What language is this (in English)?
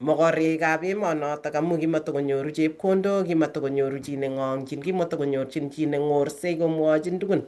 Kalenjin